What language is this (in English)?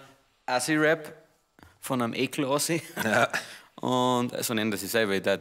Bavarian